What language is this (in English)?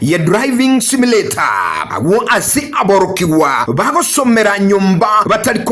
Gusii